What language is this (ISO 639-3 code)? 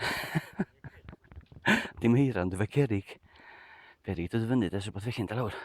cym